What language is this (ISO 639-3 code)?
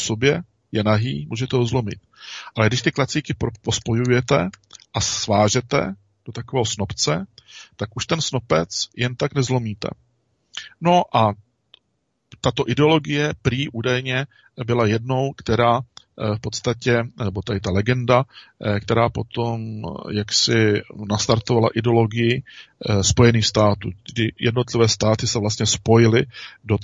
ces